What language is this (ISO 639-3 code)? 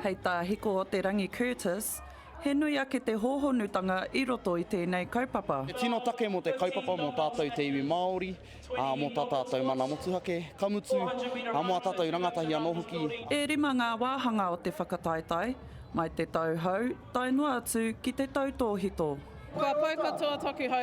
mri